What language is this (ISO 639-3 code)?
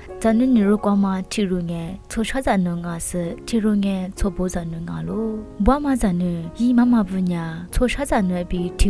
lis